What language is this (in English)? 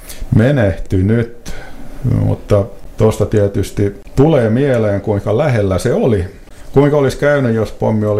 Finnish